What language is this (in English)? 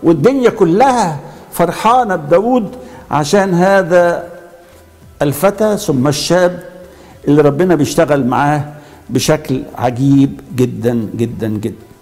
Egyptian Arabic